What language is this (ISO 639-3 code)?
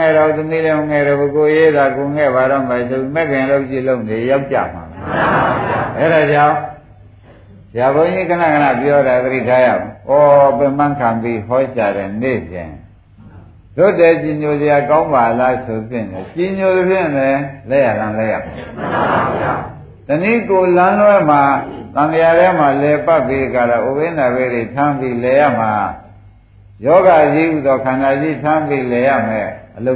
mya